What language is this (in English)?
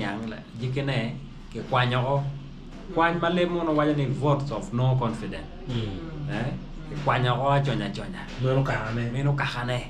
Acoli